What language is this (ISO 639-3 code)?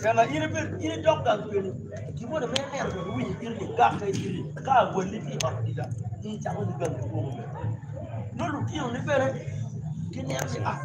ach